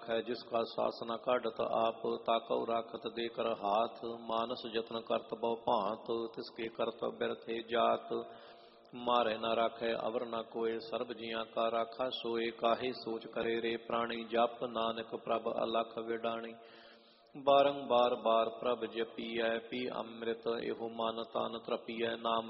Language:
Punjabi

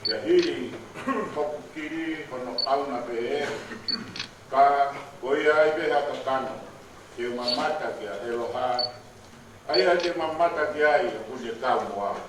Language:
Tongan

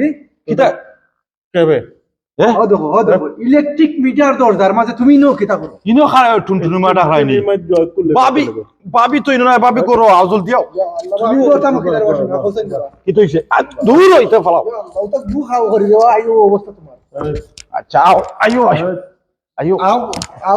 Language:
Sylheti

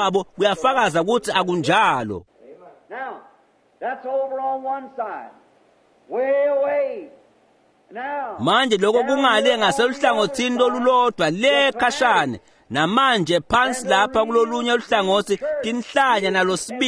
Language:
Swati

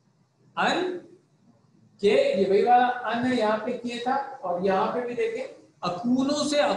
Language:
Urdu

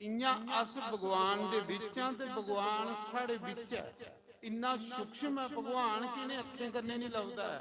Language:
Dogri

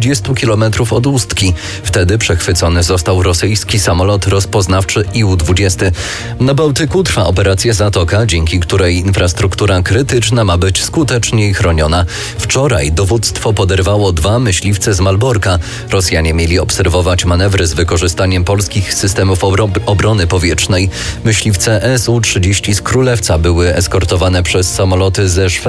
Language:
Polish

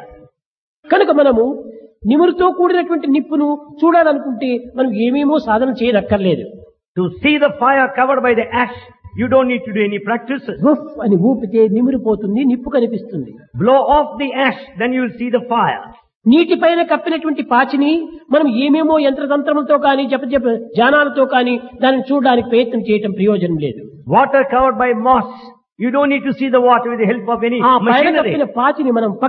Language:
Telugu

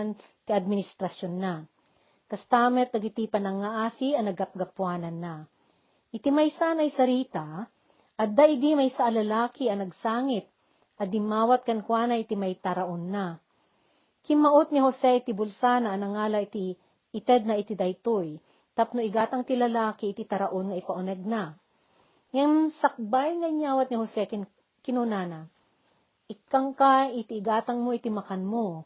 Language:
Iloko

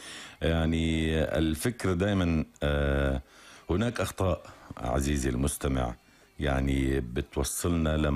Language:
North Levantine Arabic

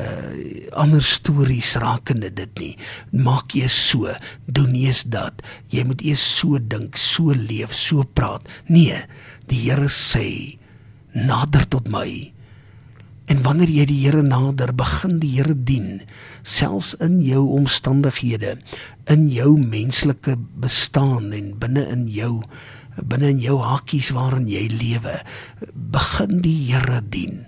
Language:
Afrikaans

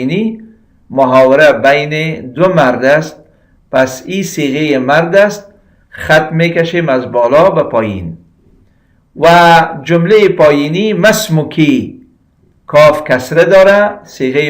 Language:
Persian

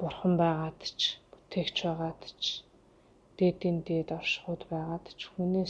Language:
Mongolian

